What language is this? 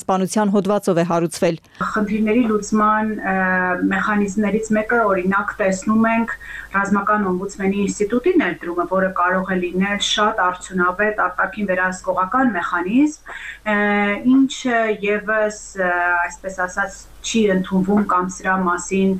Armenian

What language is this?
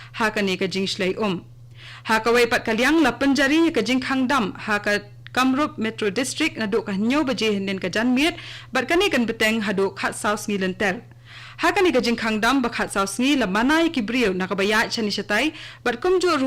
Khasi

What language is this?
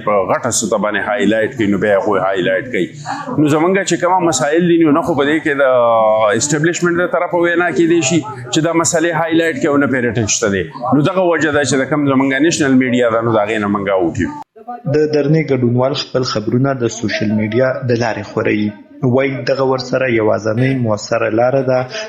Pashto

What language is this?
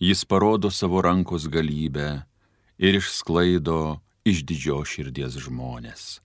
Lithuanian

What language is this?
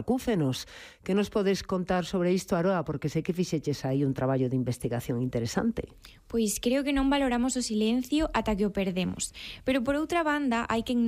Galician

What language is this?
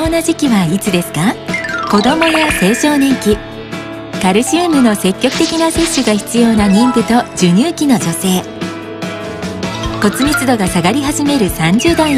Japanese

